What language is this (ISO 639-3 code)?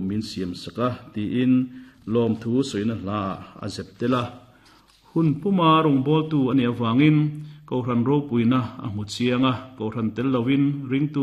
lus